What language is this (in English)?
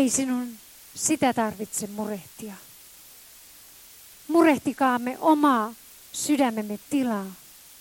Finnish